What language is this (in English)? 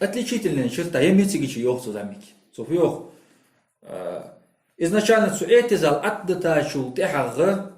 Ingush